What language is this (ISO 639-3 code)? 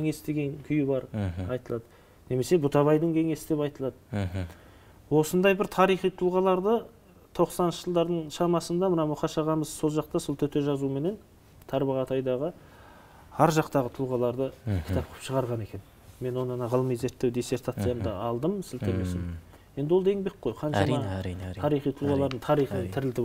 kaz